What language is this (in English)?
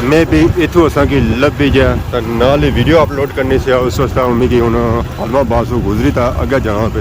Pahari-Potwari